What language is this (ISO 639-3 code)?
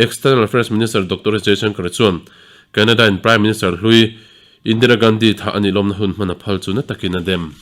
lus